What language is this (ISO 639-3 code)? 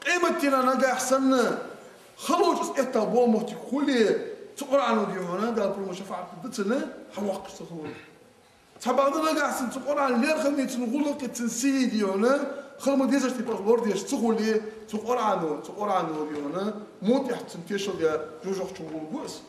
inh